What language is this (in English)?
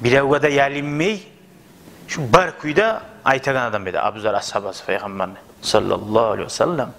Kumyk